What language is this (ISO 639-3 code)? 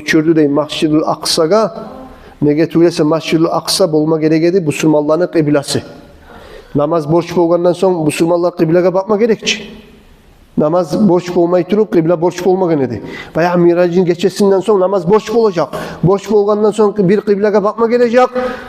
kum